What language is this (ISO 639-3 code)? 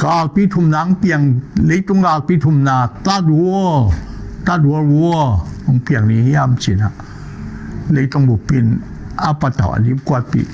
ctd